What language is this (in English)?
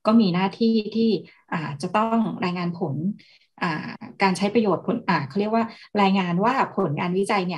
Thai